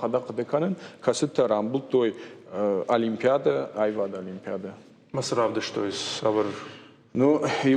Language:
Ossetic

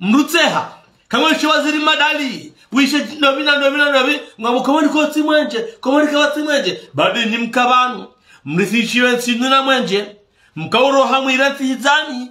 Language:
Ngazidja Comorian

